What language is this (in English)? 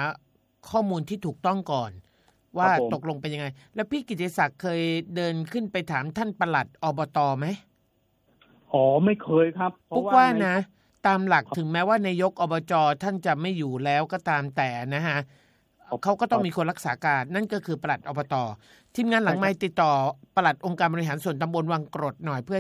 Thai